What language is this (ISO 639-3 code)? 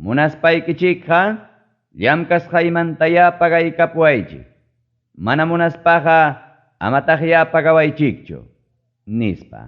quy